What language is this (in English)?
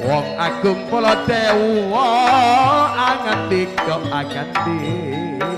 Madurese